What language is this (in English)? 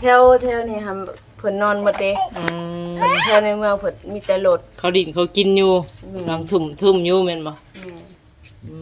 Northeastern Thai